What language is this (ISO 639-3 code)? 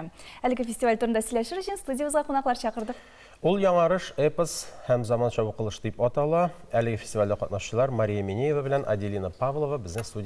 tat